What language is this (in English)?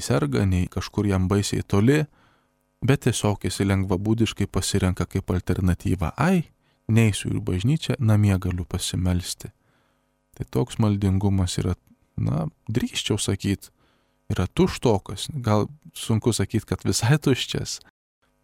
Lithuanian